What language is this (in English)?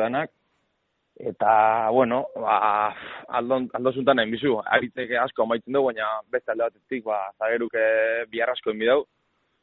Basque